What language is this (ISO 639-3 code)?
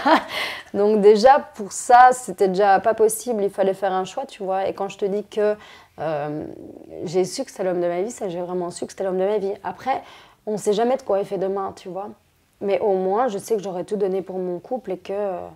fra